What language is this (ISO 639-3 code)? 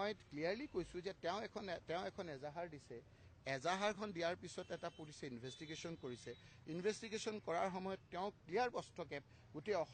asm